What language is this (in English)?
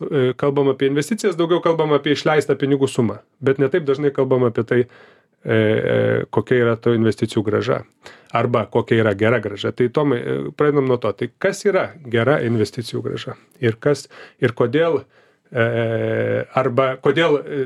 Lithuanian